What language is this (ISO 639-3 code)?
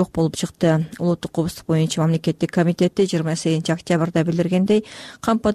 kir